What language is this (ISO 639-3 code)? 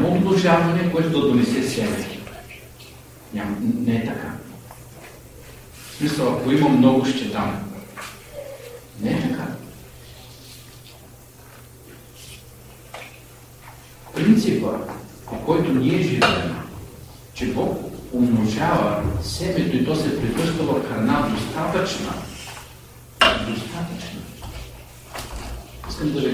bul